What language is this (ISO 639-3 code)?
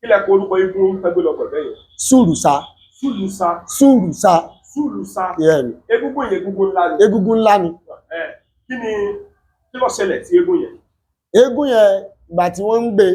yor